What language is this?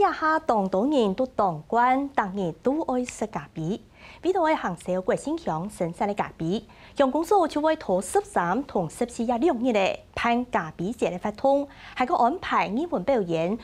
Hakka Chinese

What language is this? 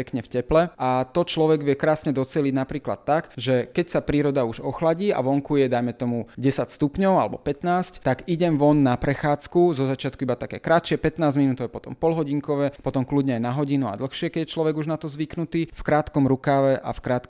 Slovak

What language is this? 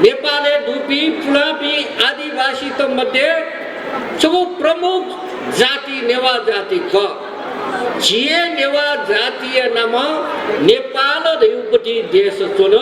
Newari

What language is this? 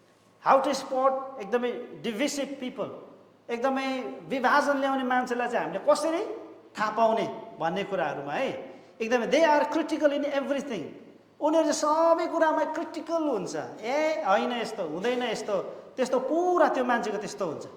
Nepali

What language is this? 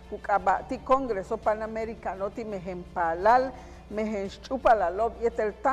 Yucateco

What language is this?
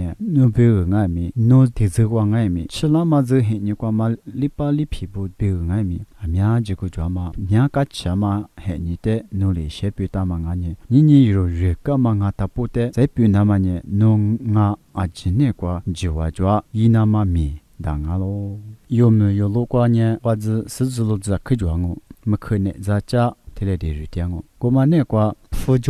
Lisu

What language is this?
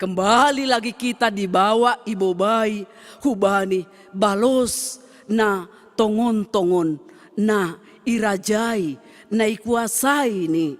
Batak Simalungun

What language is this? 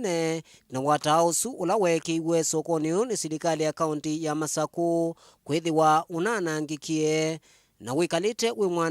Kamba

